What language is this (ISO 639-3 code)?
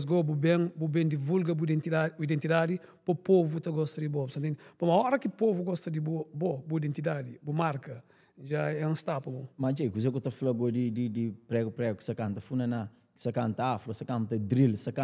kea